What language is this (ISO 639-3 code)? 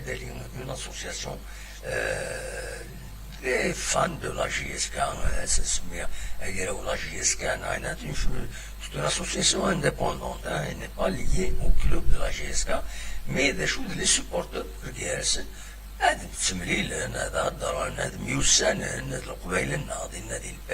kab